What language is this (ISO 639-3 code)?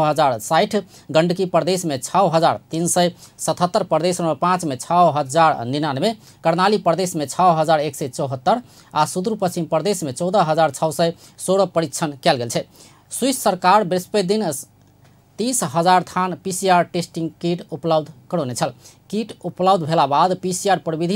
mai